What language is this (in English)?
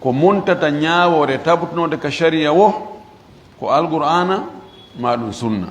Fula